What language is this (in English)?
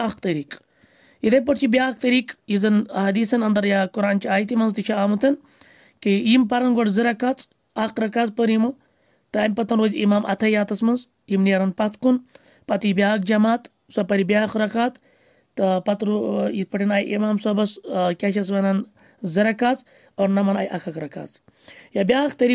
Kashmiri